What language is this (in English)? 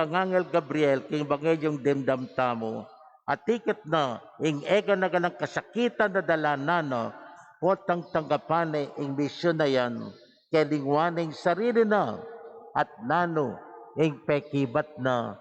Pampanga